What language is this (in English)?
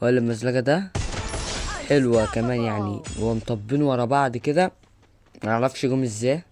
Egyptian Arabic